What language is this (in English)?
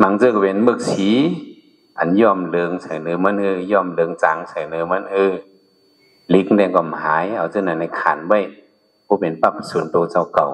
Shan